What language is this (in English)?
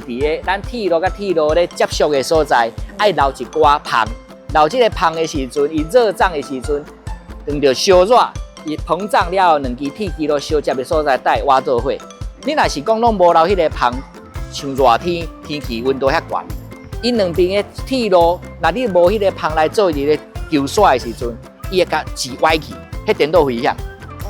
Min Nan Chinese